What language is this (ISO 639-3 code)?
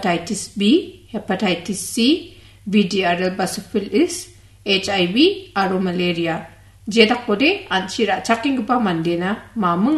grt